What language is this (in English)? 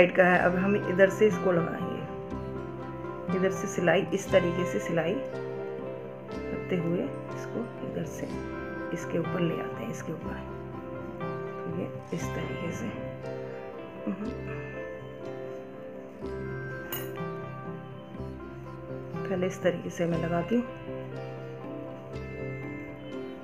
Hindi